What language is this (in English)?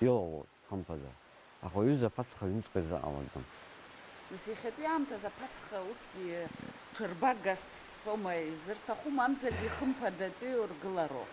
Abkhazian